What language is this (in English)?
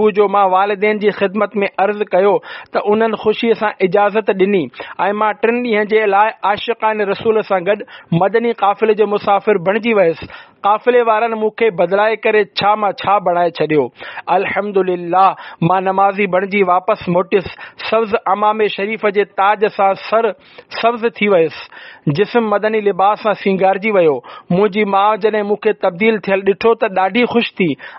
Sindhi